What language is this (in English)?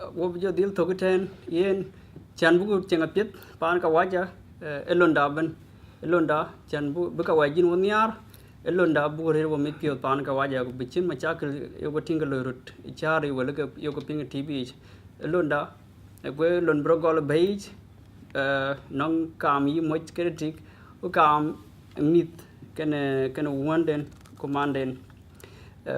Dinka